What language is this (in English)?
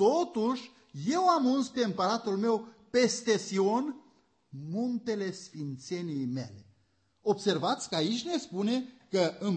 Romanian